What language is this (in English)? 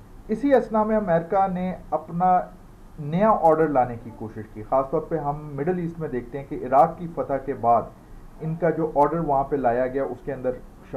Urdu